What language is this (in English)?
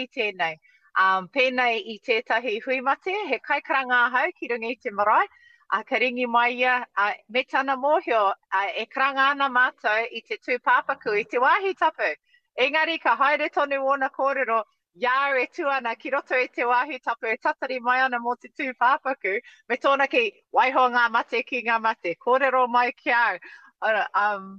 Māori